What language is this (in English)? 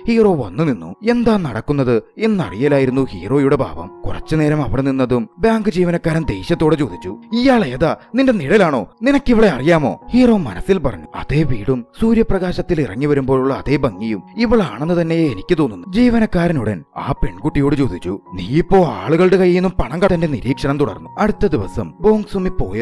Malayalam